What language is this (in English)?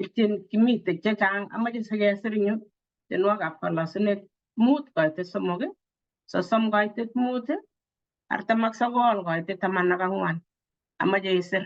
Kalenjin